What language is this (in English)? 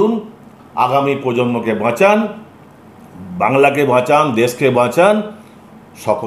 Bangla